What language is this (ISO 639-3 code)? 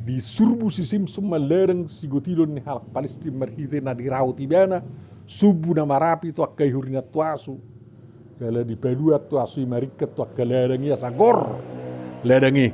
bbc